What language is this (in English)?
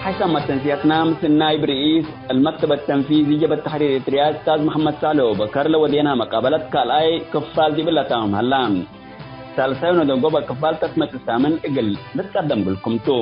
Tigre